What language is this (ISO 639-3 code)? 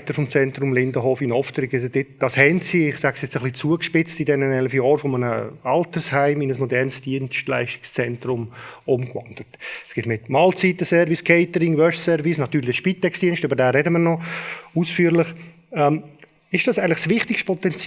gsw